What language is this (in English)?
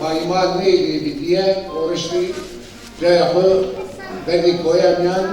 Zaza